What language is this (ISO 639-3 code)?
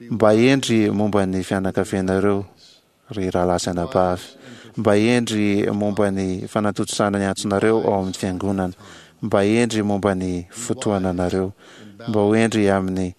mlg